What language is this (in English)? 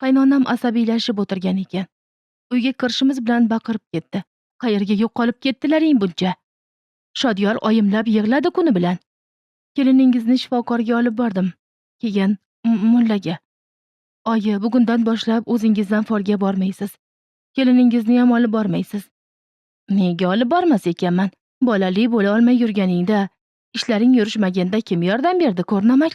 Uzbek